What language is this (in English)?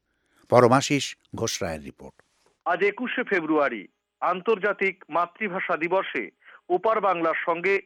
Bangla